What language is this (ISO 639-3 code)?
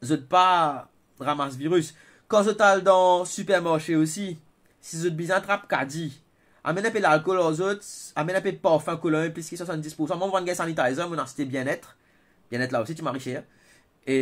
mfe